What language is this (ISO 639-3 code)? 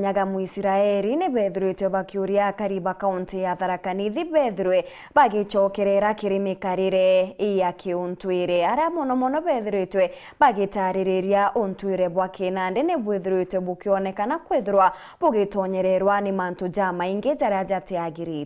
mer